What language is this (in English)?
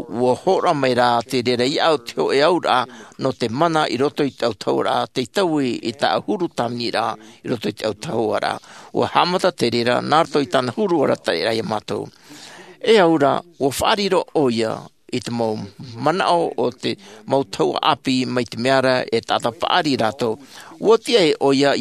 Tahitian